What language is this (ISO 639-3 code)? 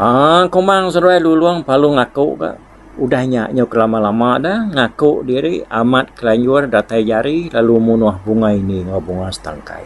iba